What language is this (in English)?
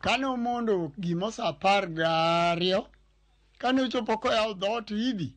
Luo (Kenya and Tanzania)